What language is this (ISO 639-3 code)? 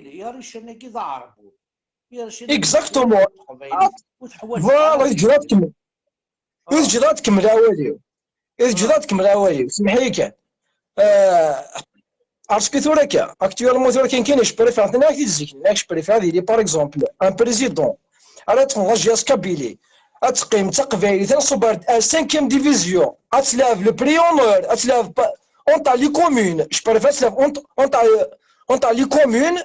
kab